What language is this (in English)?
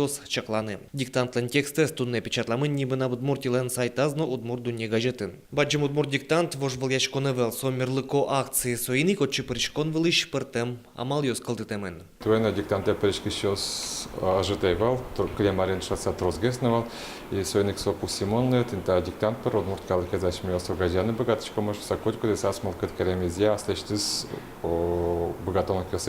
Udmurt